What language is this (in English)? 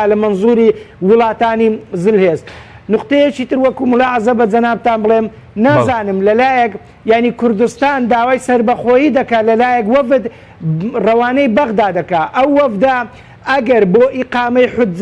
Central Kurdish